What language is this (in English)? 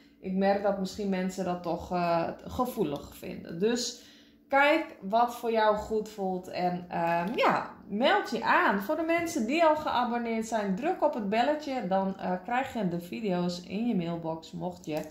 Dutch